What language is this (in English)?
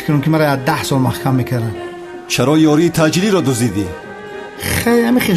Tajik